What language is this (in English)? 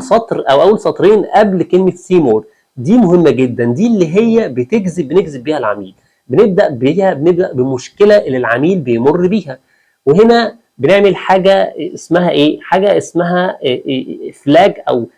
Egyptian Arabic